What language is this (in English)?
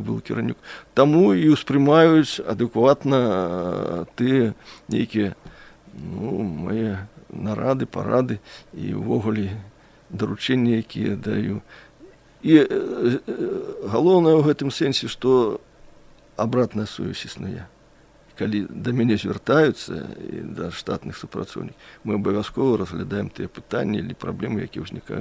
Belarusian